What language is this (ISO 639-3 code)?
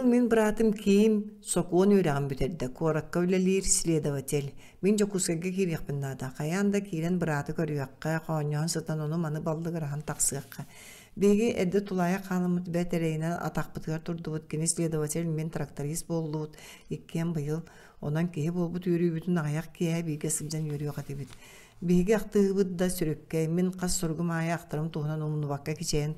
sah